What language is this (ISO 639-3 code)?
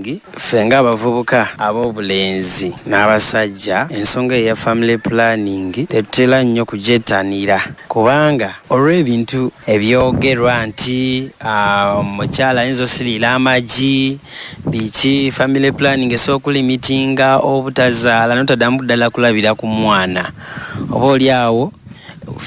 lug